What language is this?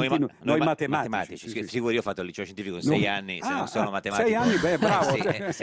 Italian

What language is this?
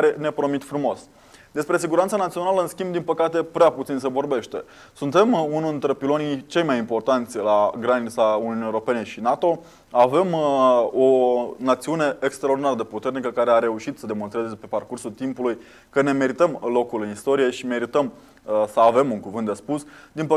Romanian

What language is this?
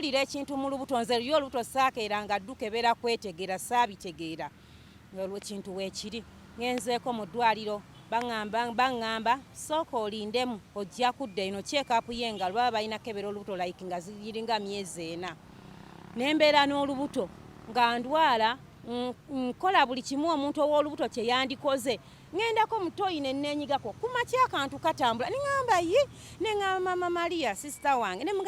Ganda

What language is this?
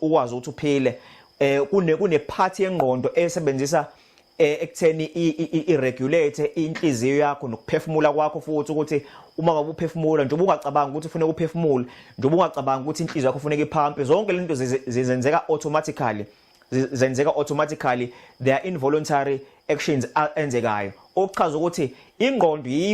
Zulu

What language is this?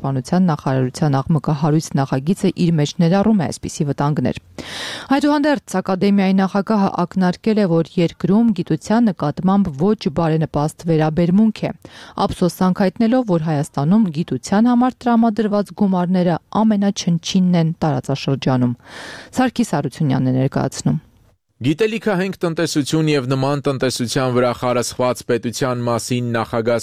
Armenian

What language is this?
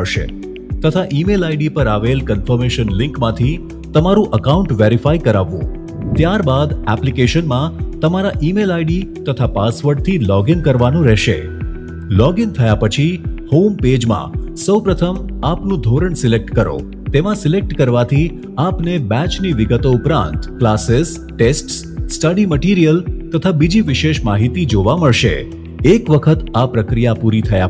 Gujarati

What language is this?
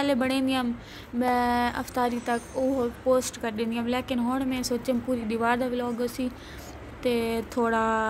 Saraiki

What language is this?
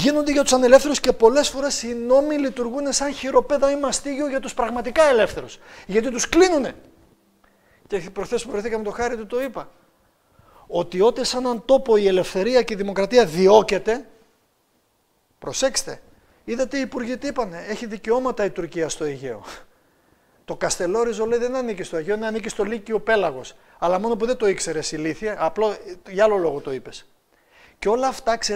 Greek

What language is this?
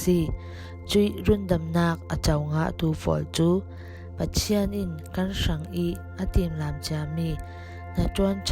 Falam Chin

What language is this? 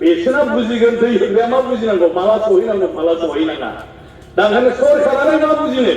Bodo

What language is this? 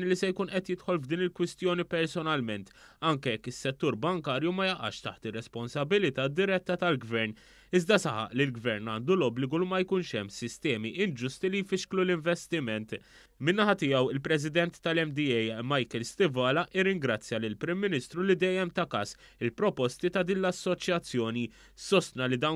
Maltese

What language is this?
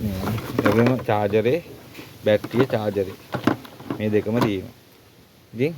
Sinhala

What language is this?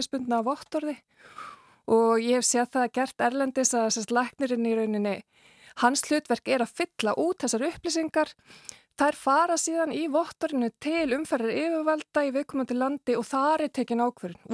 Icelandic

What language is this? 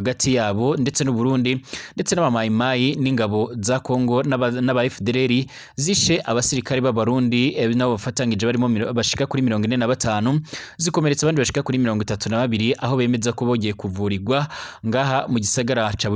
Rundi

